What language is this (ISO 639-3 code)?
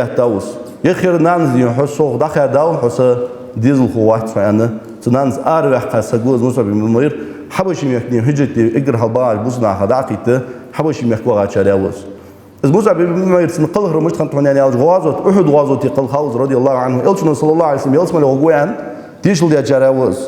inh